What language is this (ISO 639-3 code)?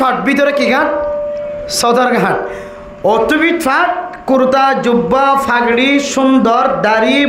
rhg